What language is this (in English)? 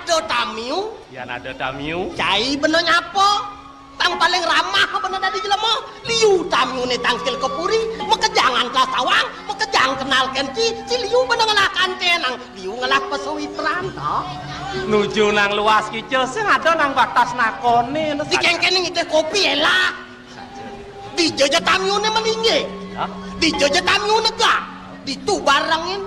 Balinese